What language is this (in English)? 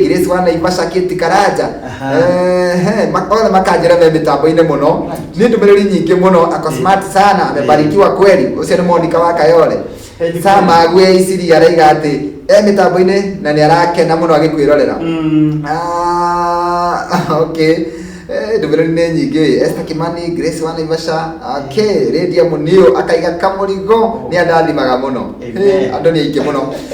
Kikuyu